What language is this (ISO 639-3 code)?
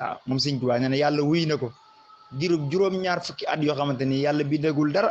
wol